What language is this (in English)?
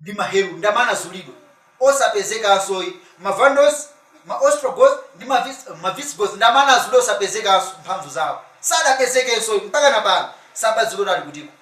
Nyanja